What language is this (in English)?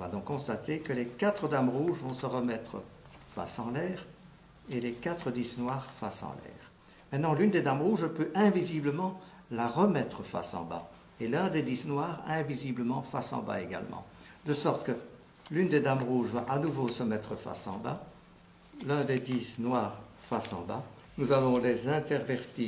French